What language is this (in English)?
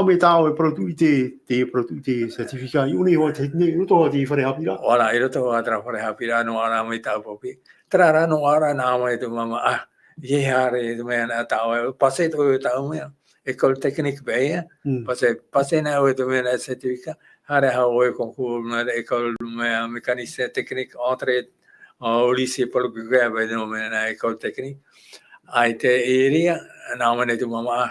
Tahitian